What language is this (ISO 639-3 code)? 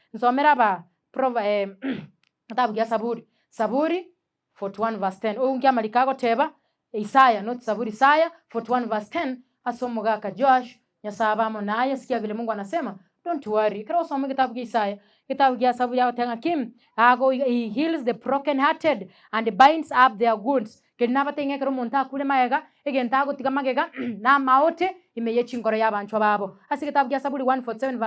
guz